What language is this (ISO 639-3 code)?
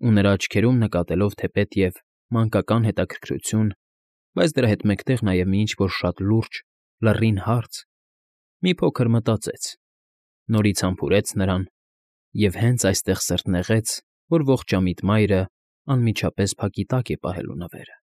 hye